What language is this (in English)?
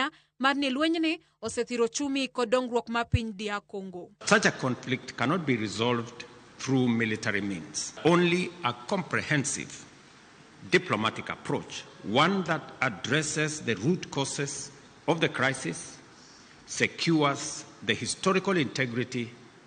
Luo (Kenya and Tanzania)